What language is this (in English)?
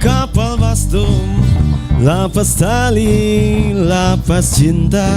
Manado Malay